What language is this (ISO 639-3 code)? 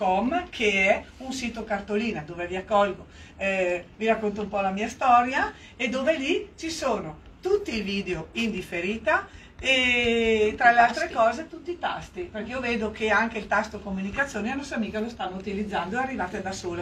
ita